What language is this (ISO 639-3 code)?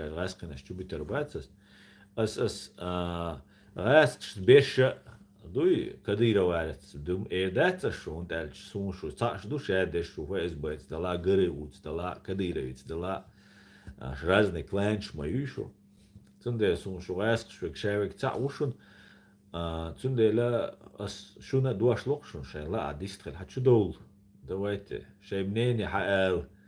che